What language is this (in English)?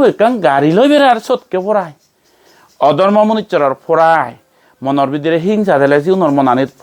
Chakma